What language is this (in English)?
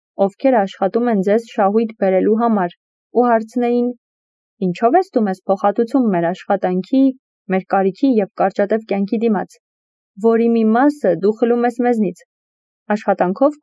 Armenian